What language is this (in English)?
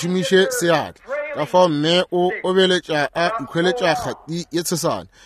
Northern Sotho